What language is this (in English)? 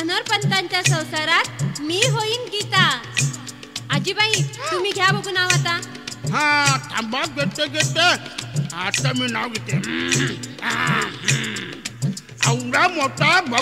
Marathi